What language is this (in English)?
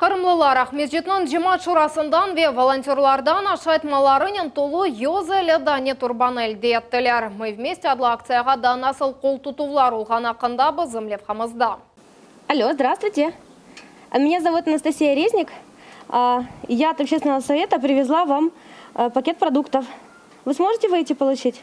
Crimean Tatar